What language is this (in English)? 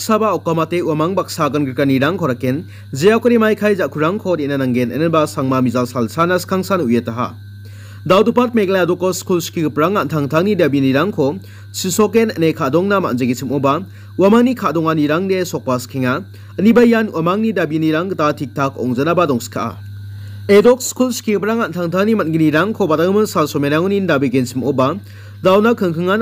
Garo